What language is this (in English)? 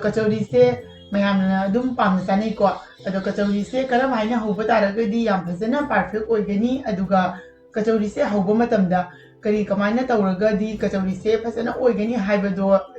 Manipuri